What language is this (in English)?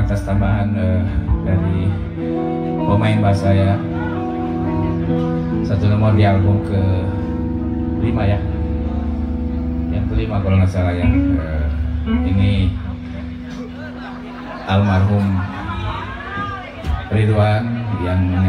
Indonesian